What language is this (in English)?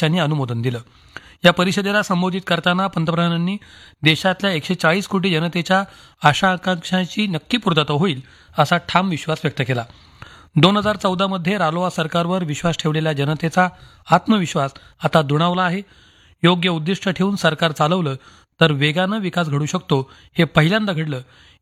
Marathi